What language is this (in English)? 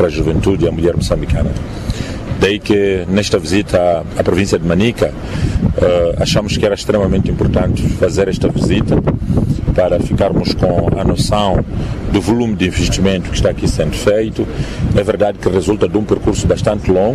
Portuguese